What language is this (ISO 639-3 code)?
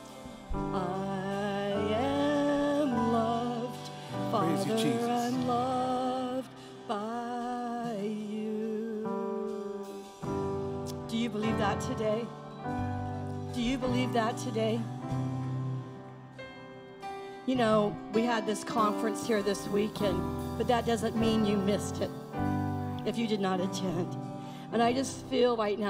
eng